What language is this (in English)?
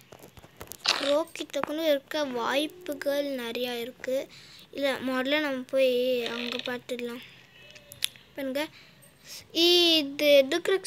Tamil